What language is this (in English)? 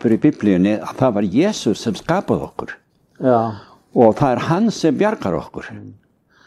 Icelandic